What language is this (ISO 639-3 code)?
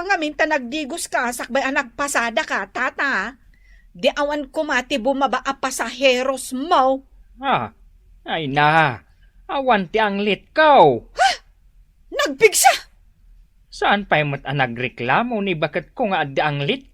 ilo